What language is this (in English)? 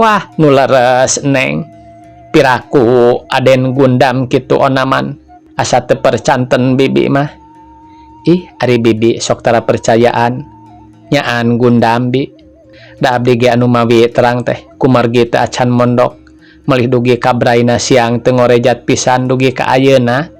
Sundanese